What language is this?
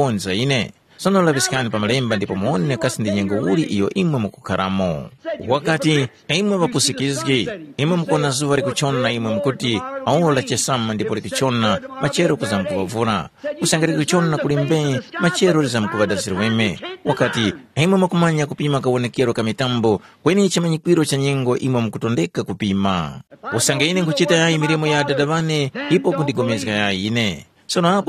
Tumbuka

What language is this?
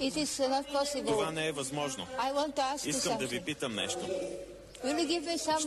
Bulgarian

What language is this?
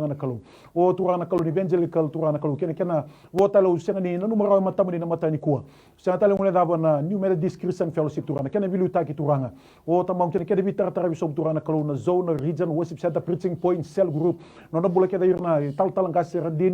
Fijian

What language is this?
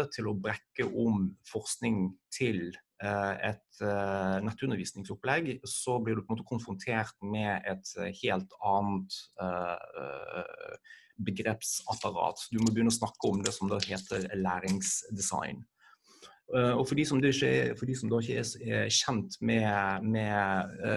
Norwegian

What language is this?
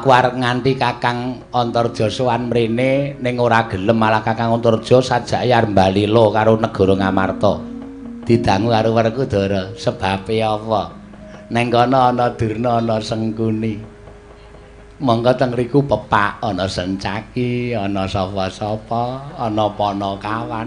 Javanese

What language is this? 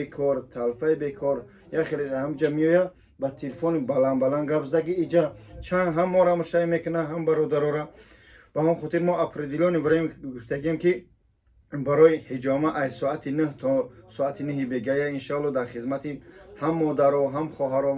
Tajik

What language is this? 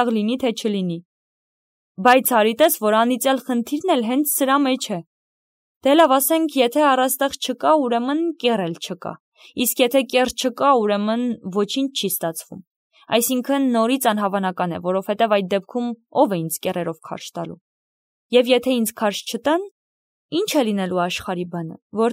Armenian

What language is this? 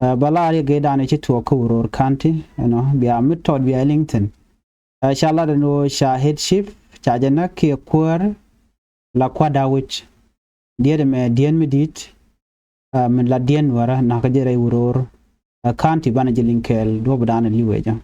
Nuer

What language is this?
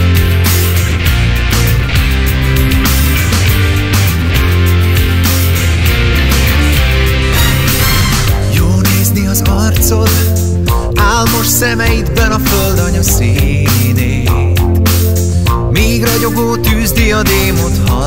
Hungarian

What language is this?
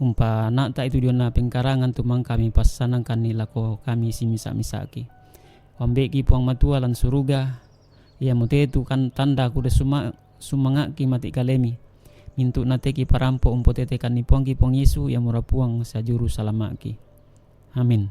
Toraja-Sa'dan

